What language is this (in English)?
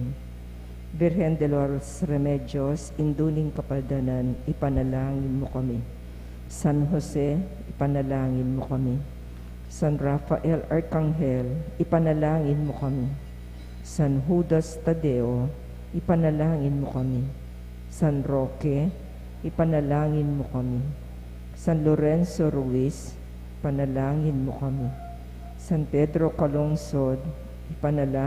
Pampanga